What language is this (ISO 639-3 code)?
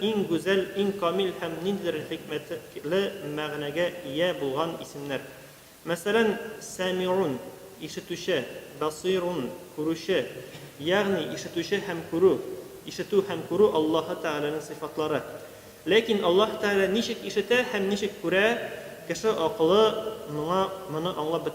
tat